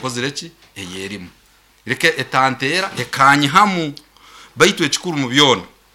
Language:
Nyoro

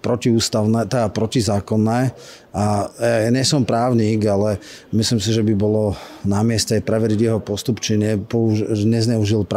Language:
Slovak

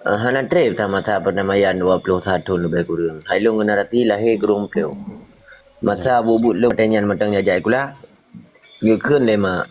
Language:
Achinese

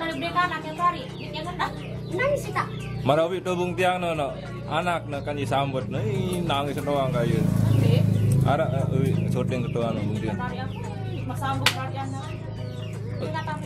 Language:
Sasak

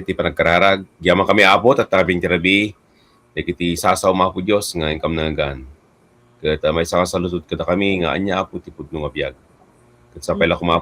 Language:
Iloko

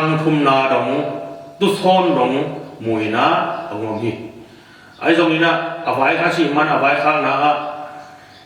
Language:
Tedim Chin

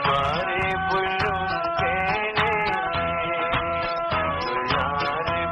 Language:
Bangla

